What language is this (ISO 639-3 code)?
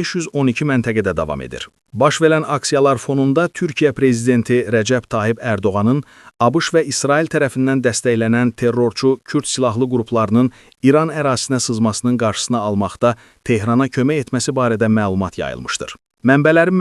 aze